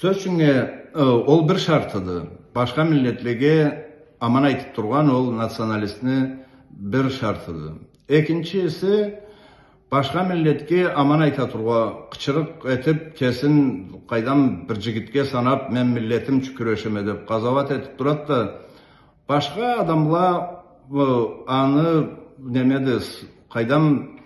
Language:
Karachay-Balkar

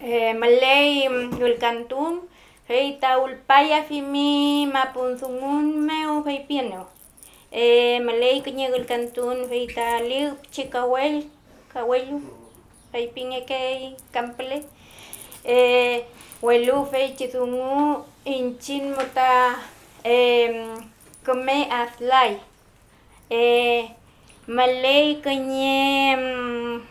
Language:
Mapuche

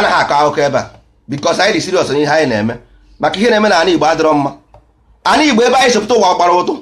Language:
Igbo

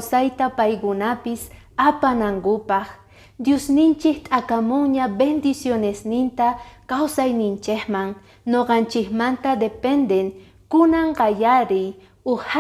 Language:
Quechua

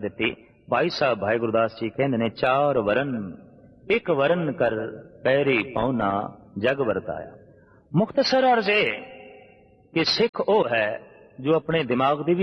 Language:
Punjabi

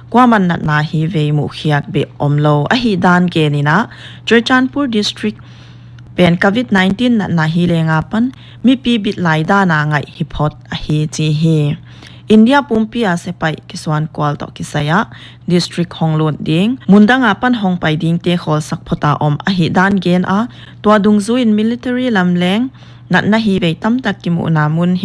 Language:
Paite Chin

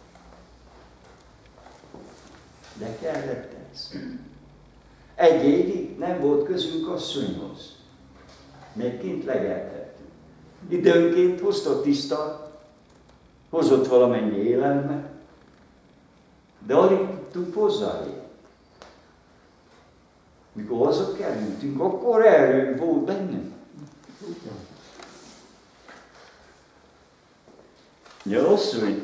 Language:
Hungarian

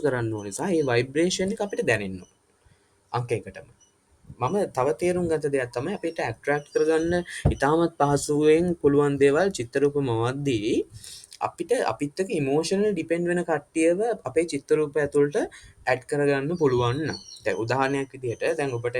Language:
Sinhala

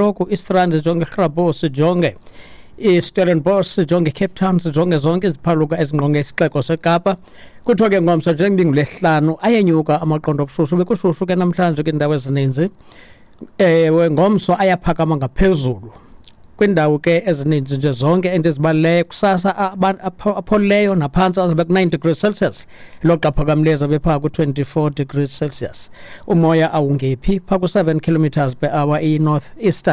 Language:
Xhosa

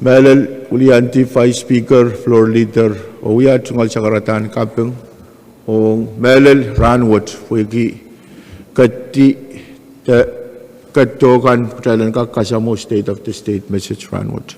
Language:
Pohnpeian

